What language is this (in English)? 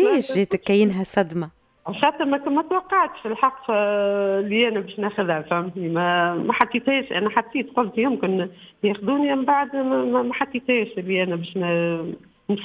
Tunisian Arabic